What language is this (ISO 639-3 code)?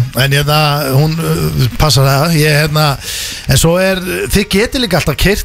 isl